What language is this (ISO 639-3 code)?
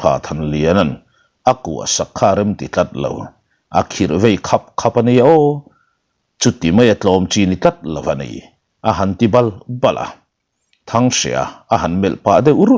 lus